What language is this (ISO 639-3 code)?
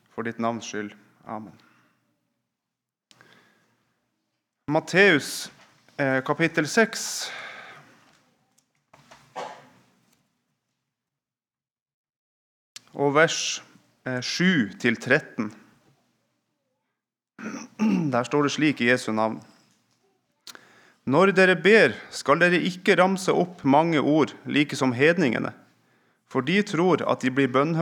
nor